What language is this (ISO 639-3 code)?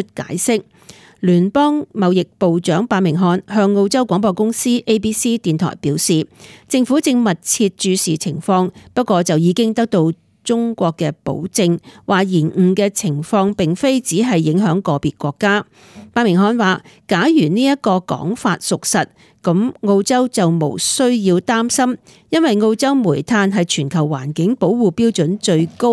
yue